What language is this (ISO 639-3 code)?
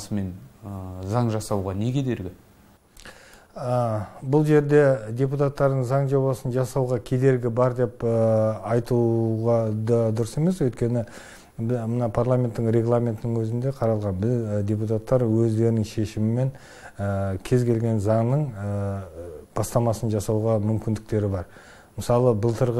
kaz